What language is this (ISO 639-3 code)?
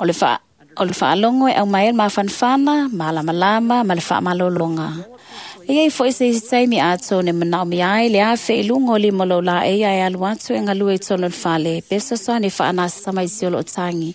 smo